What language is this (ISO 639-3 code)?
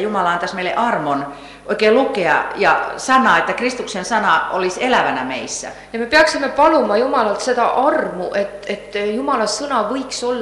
est